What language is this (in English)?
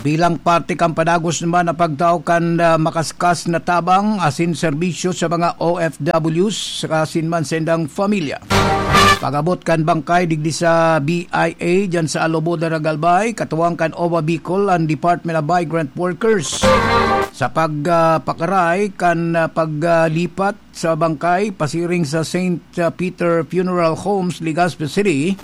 Bikol